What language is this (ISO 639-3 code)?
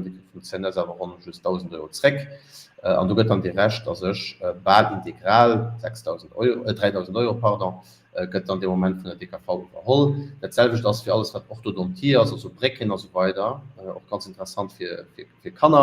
ltz